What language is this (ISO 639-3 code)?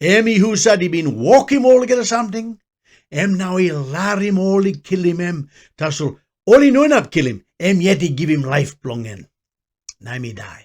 tpi